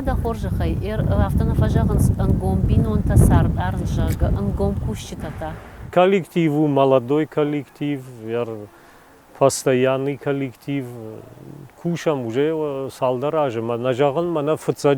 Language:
Ossetic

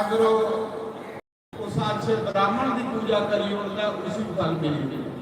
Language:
Dogri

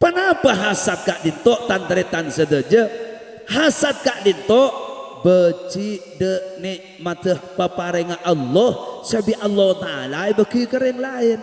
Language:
Madurese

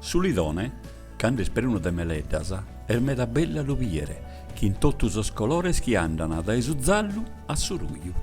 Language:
Sardinian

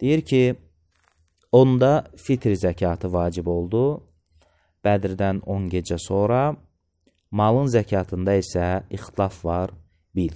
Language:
Azerbaijani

